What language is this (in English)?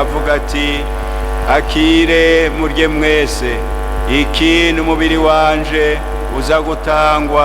Rundi